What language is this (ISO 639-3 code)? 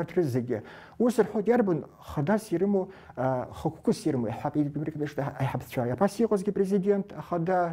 abk